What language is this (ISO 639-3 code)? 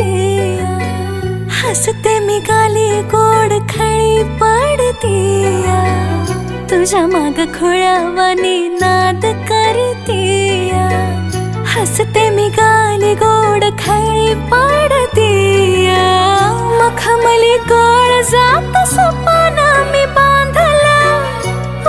mar